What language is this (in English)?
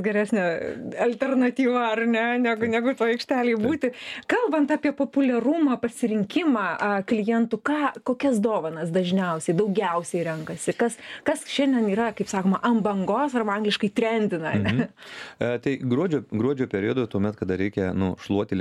Lithuanian